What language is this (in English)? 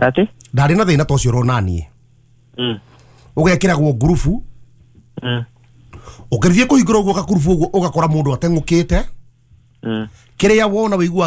Kikuyu